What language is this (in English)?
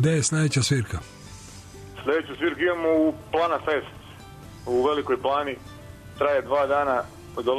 Serbian